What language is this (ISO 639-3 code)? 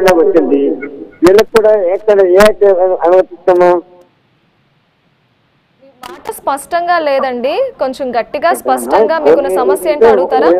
tel